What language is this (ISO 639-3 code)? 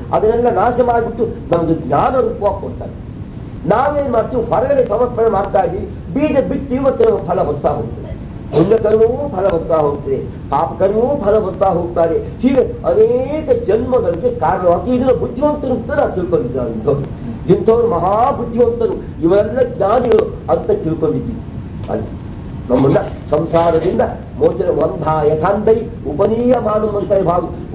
kan